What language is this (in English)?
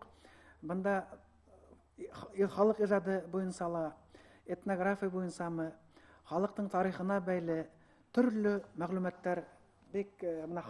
Bashkir